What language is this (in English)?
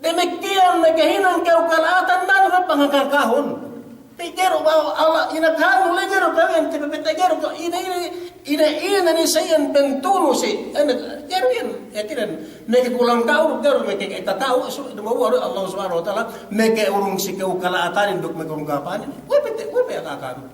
Yakan